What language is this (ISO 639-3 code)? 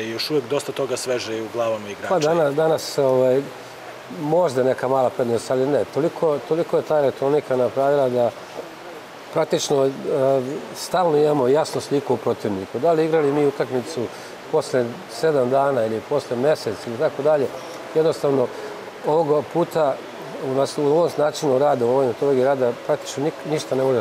srp